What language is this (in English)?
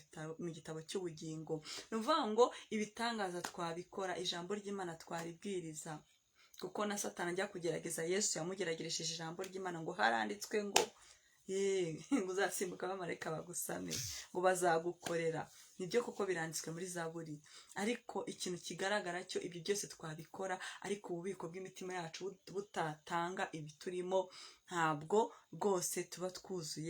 Kinyarwanda